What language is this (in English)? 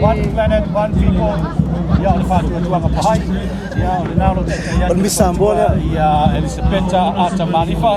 Samoan